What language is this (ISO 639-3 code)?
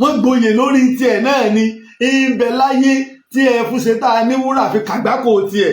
yor